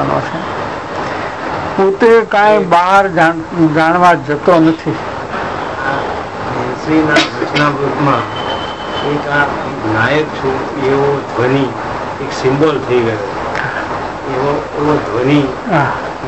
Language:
Gujarati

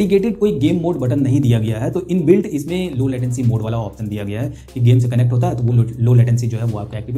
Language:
Hindi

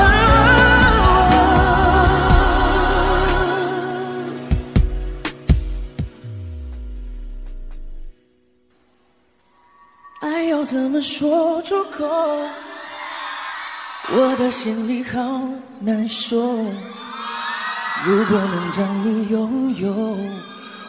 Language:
Chinese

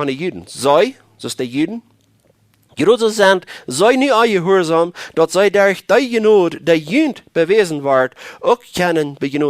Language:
Plautdietsch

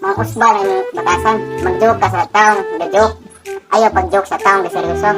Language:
Cebuano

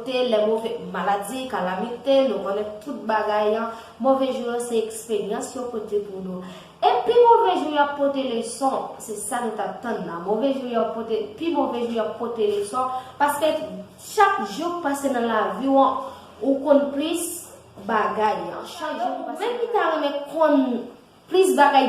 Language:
Haitian Creole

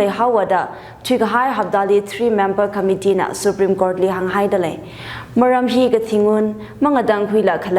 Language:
Tangkhul Naga (India)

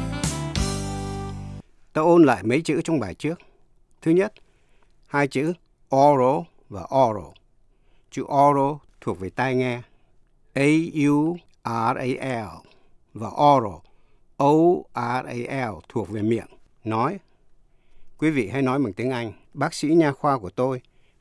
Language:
Vietnamese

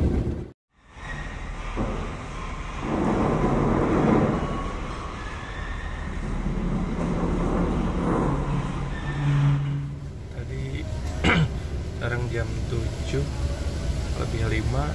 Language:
Indonesian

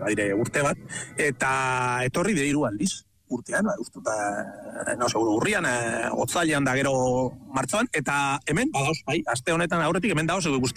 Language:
Basque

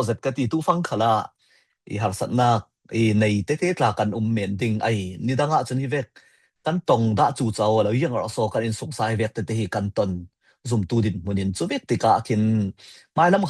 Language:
Falam Chin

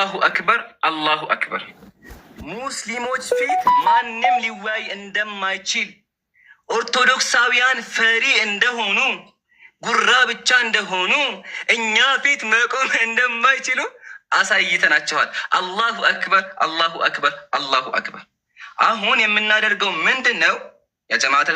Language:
Amharic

